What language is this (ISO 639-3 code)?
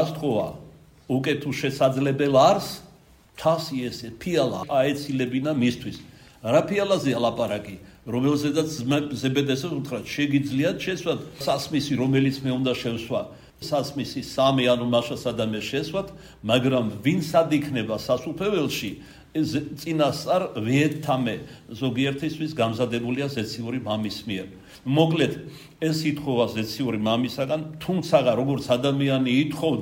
kat